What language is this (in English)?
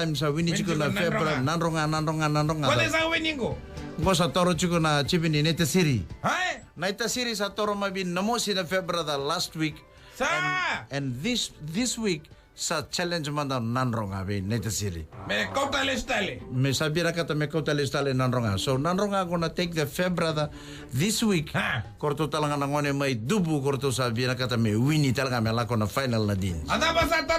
Fijian